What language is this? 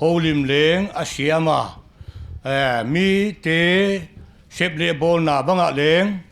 Paite Chin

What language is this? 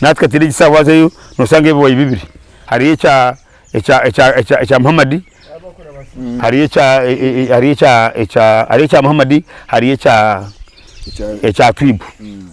Nyankole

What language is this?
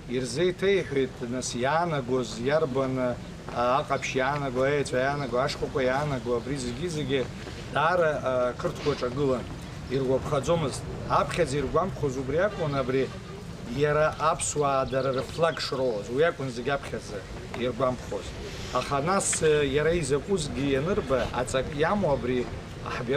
Abkhazian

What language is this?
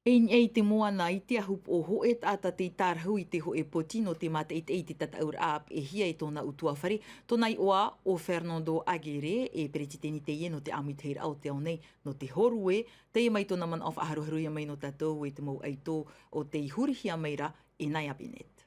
Tahitian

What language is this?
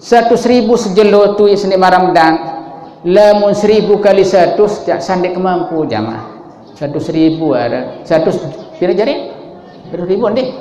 Sasak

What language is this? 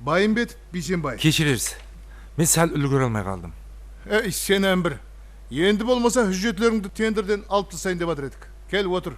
Kara-Kalpak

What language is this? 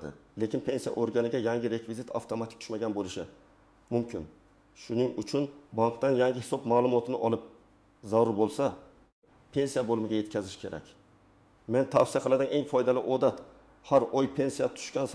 Uzbek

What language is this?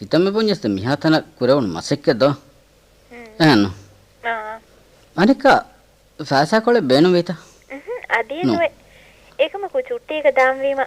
Divehi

